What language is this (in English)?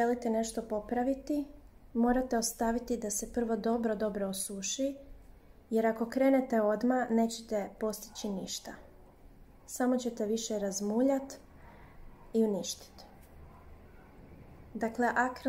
Croatian